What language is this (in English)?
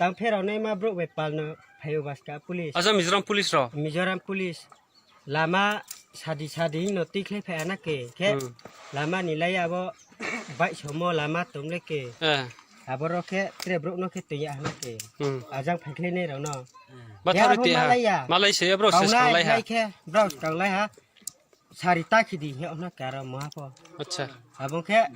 Riang (India)